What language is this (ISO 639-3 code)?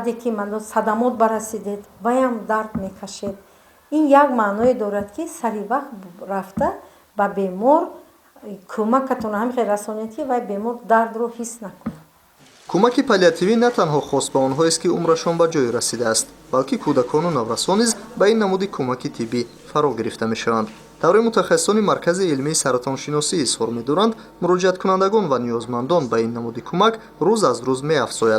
tgk